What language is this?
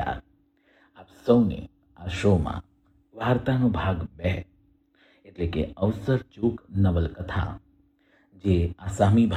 Gujarati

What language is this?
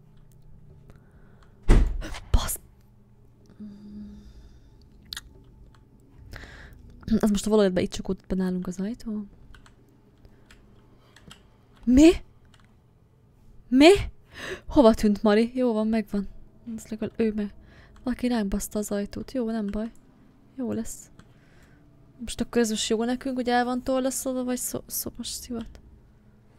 Hungarian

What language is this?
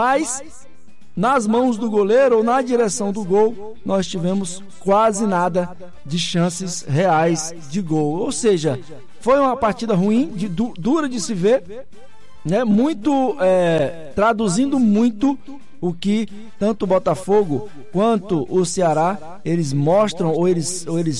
Portuguese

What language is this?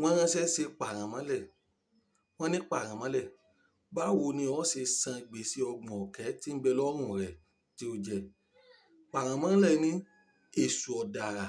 Yoruba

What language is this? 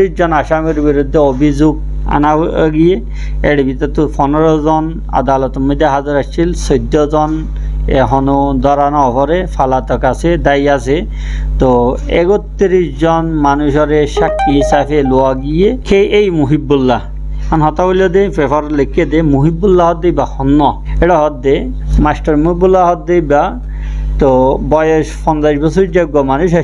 Rohingya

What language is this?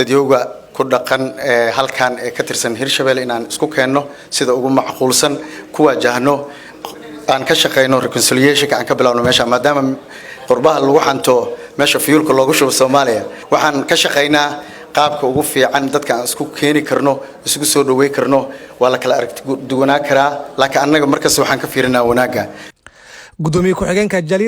Somali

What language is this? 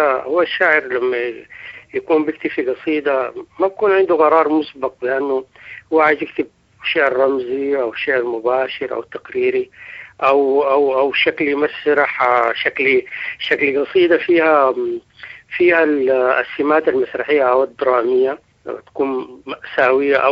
Sudanese Arabic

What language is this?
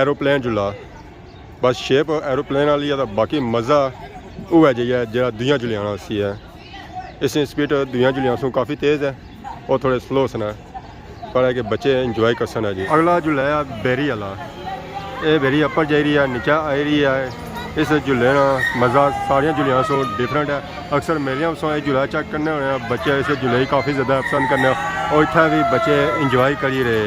Pahari-Potwari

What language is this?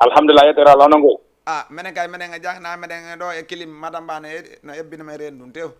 Fula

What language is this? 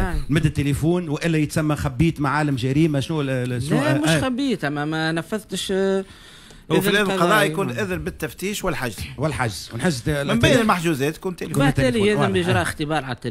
Tunisian Arabic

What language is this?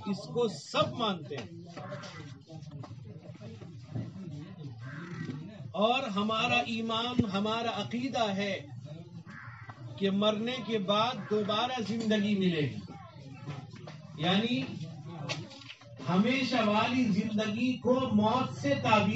Urdu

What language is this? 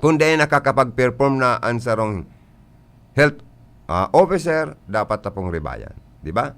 Bikol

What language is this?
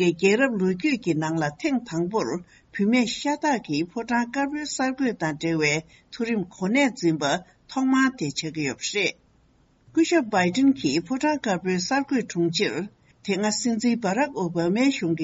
Tibetan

